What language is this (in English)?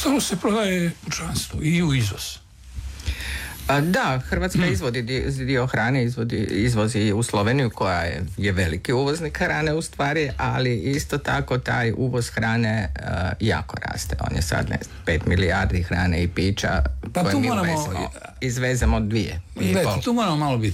Croatian